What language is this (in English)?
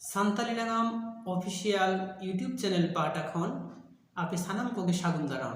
Santali